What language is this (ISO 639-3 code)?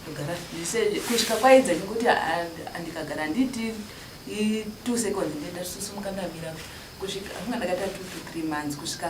sna